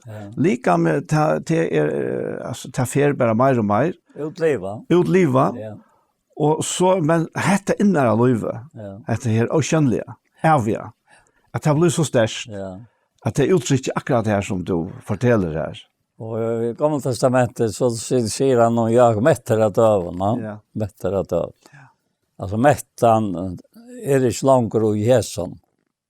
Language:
Faroese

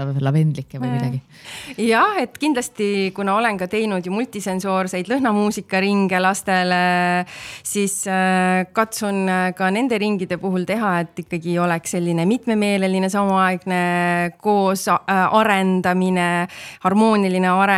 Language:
Estonian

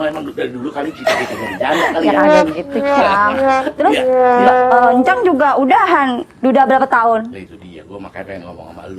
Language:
Betawi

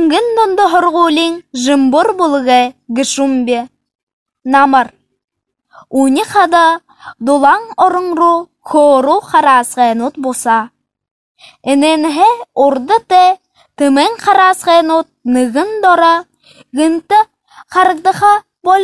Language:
Buriat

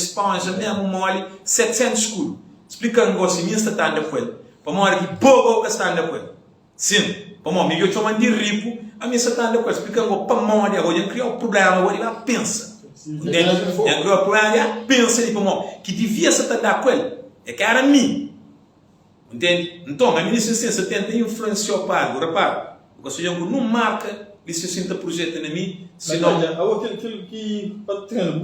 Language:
Kabuverdianu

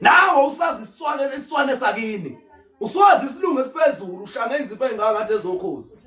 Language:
Zulu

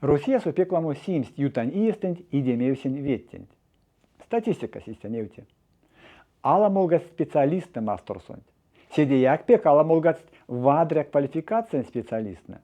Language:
Erzya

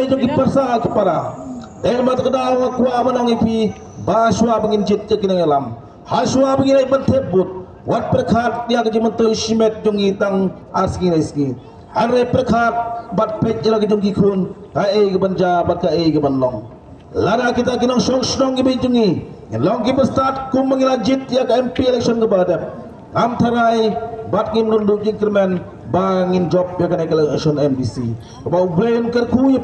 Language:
Khasi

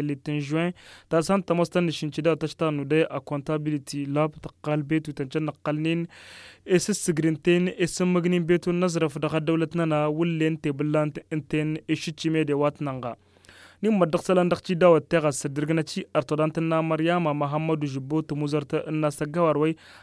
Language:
Tamasheq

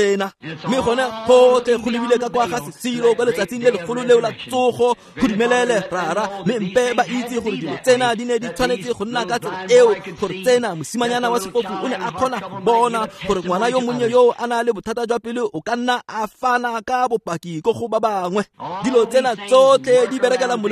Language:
Tswana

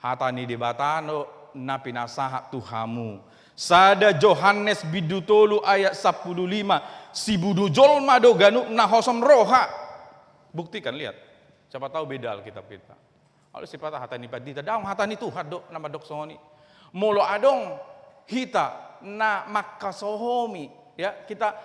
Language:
Batak Toba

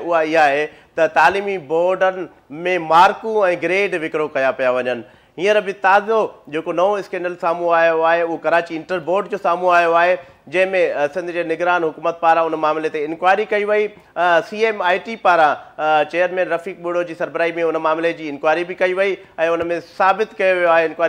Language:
Sindhi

